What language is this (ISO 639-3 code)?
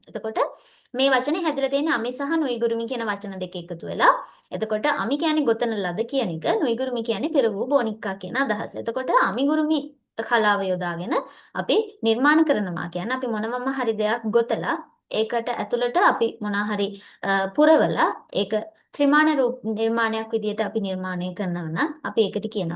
sin